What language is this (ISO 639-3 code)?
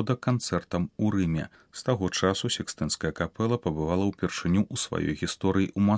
bel